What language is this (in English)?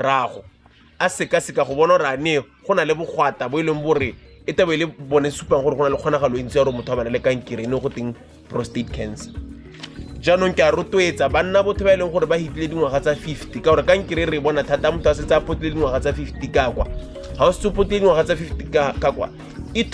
Tswana